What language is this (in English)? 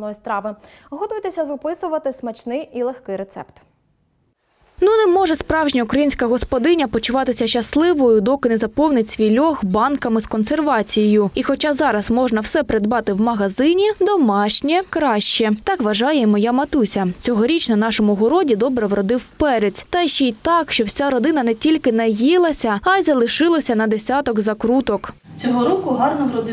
Ukrainian